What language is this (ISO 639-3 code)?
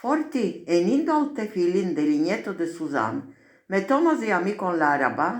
lad